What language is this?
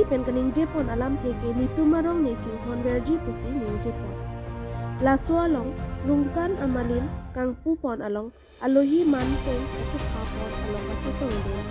Karbi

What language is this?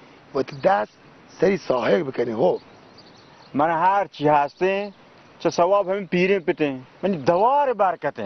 Baluchi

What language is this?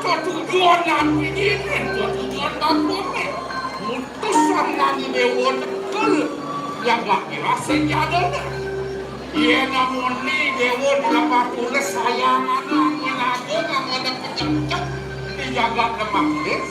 Balinese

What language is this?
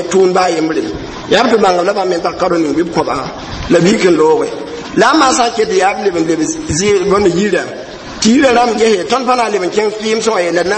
Mossi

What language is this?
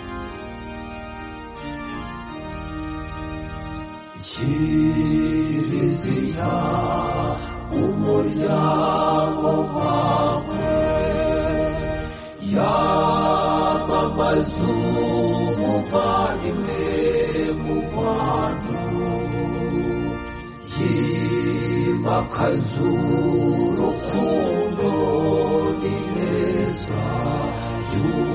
Kinyarwanda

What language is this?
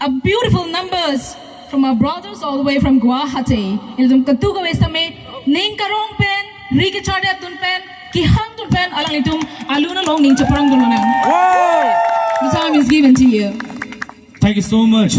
Karbi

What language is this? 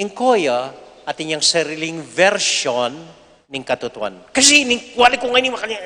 Pampanga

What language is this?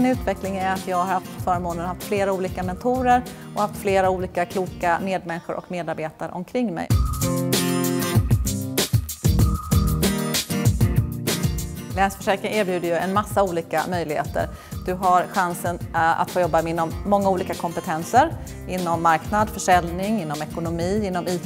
Swedish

